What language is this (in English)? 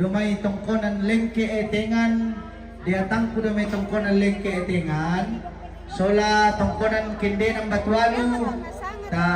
Toraja-Sa'dan